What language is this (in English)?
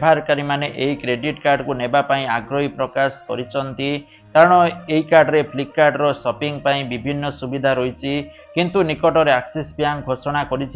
Odia